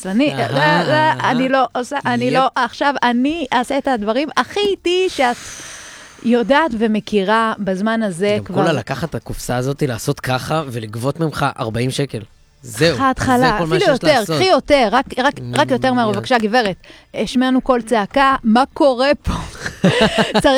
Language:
Hebrew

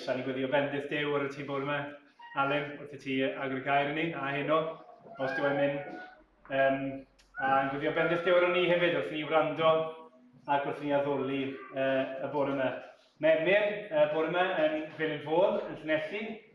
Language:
Welsh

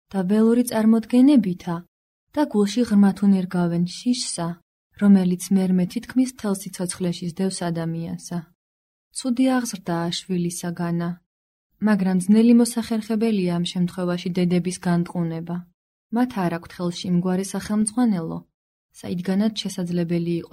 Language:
Georgian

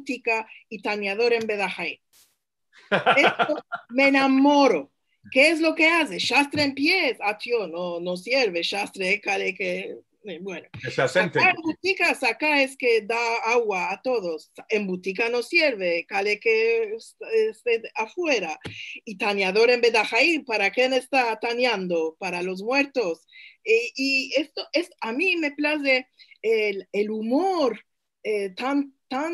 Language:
Ladino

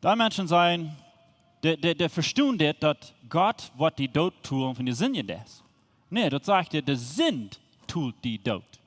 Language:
Plautdietsch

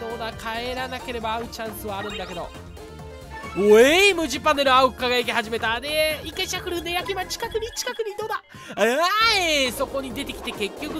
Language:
Japanese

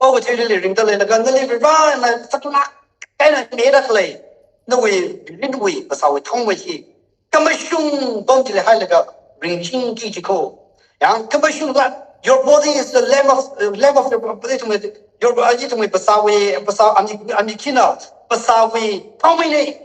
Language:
Tangkhul Naga (India)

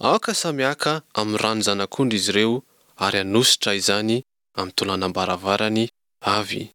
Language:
Malagasy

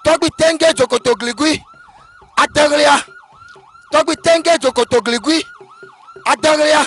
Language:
Ewe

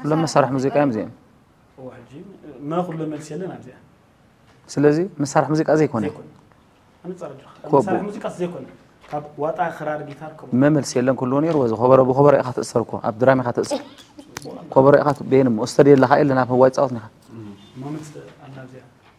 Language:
Tigrinya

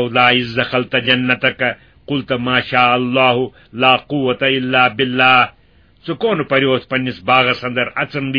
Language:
Kashmiri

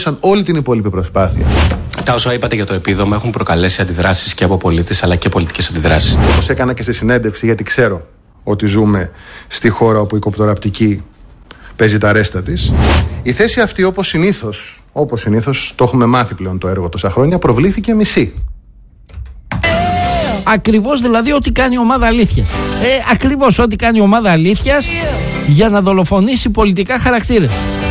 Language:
Greek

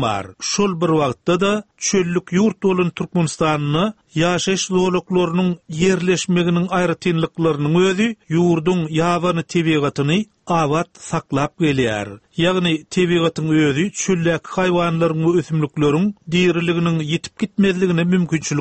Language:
Turkmen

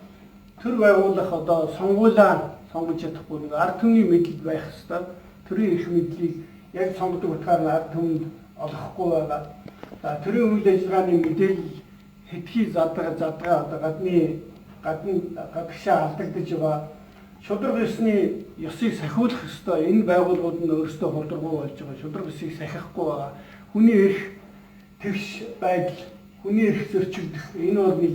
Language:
Mongolian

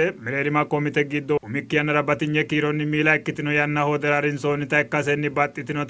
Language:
Sidamo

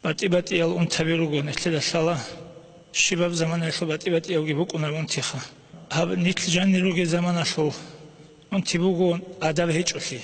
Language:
Avaric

